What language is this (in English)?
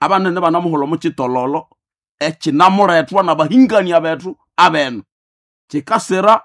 Nande